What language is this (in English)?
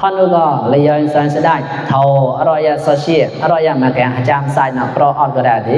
Mon